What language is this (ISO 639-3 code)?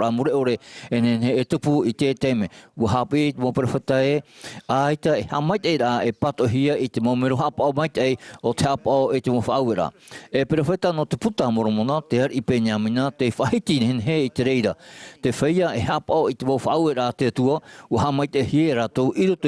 tah